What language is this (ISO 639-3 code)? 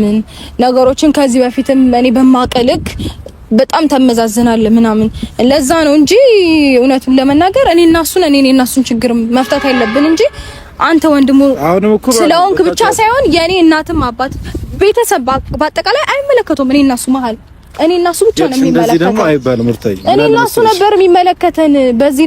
amh